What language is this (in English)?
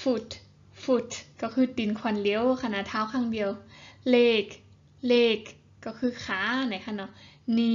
Shan